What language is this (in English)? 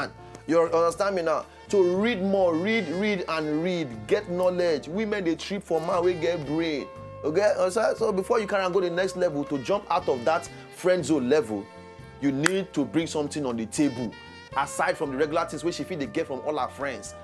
Nigerian Pidgin